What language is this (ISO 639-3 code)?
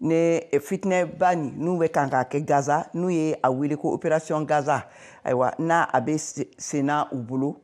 bam